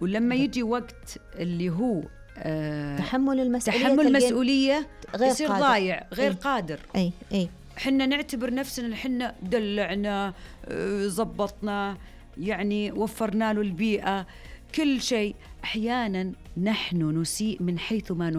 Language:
Najdi Arabic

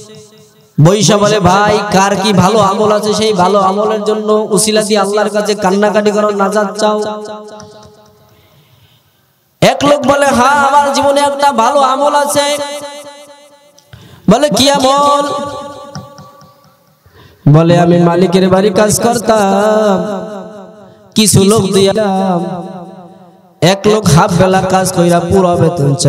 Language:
Bangla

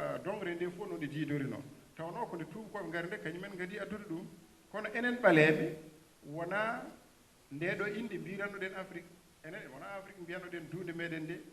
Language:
Fula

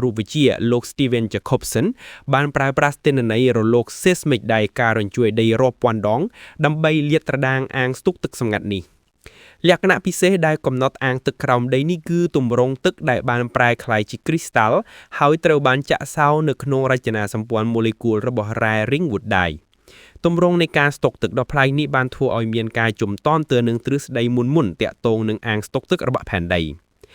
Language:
Khmer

